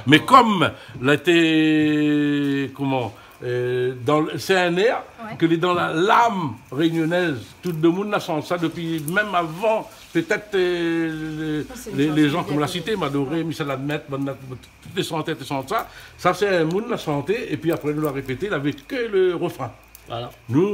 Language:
Réunion Creole French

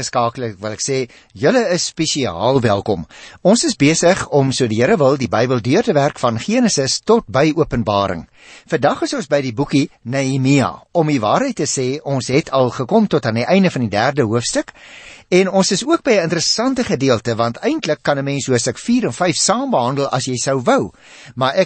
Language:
Afrikaans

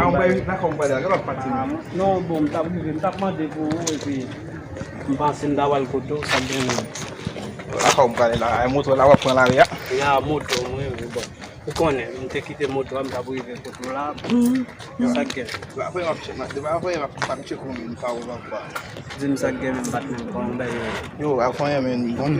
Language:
Haitian Creole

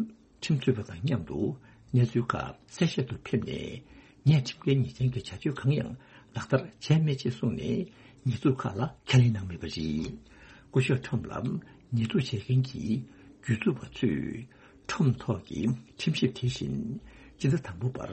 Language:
Tibetan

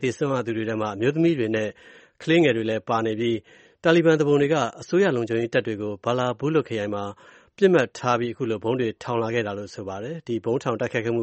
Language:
Burmese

